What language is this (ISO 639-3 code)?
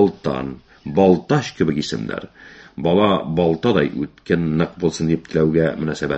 tat